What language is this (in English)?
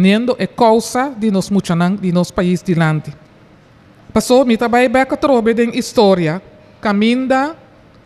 Papiamento